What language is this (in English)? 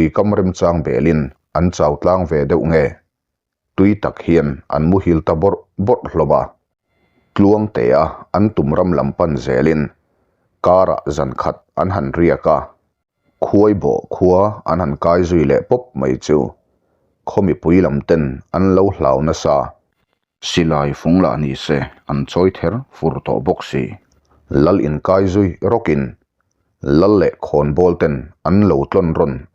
Mizo